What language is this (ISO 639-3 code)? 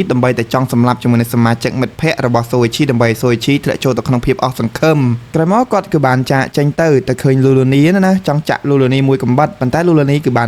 khm